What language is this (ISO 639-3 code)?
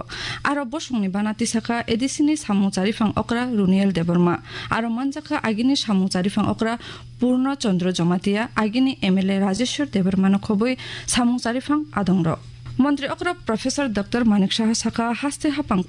trp